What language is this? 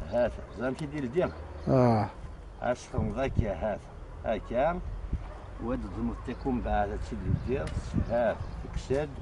Kabyle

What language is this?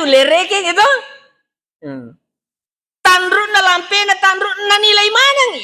Buginese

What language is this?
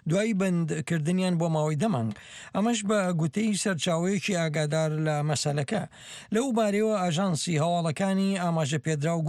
Central Kurdish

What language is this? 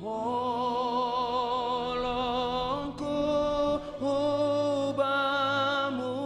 Batak Simalungun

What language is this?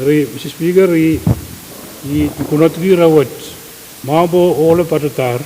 Pohnpeian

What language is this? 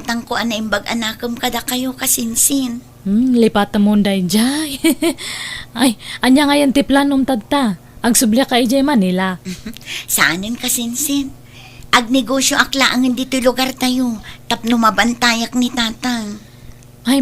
Iloko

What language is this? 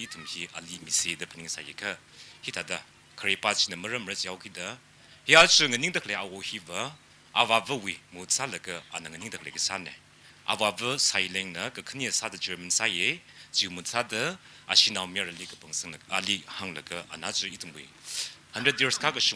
Tangkhul Naga (India)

